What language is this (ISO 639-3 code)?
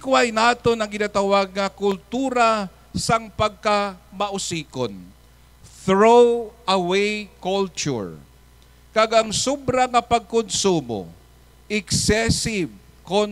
hil